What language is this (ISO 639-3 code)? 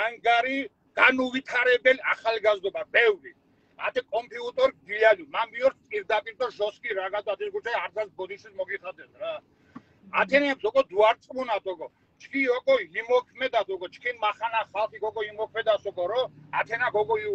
xmf